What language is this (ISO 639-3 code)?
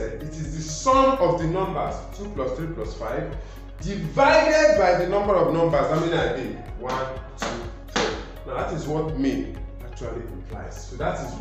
eng